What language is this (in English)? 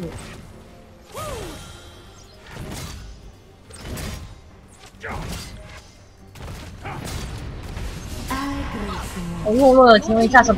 Chinese